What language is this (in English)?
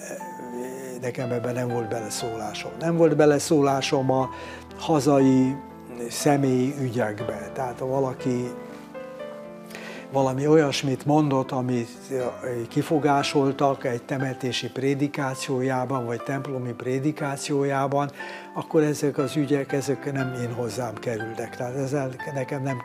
Hungarian